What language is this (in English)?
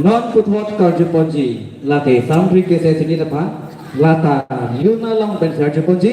Karbi